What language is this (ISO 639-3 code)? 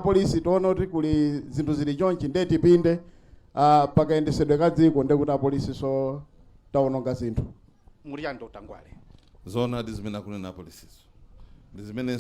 nya